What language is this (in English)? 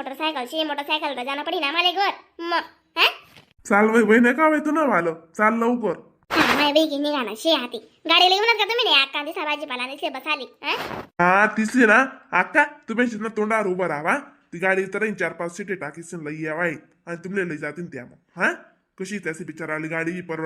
Khandesi